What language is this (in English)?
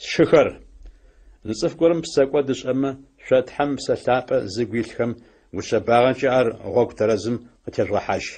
Adyghe